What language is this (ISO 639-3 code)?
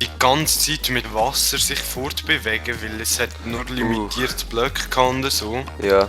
gsw